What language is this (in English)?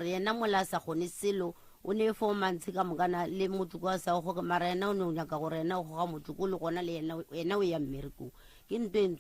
Northern Sotho